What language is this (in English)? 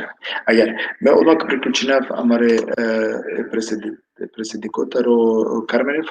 Balkan Romani